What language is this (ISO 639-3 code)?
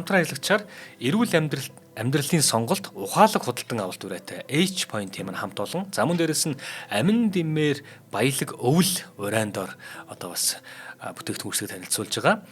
mon